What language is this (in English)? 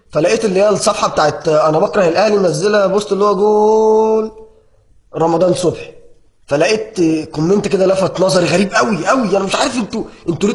Egyptian Arabic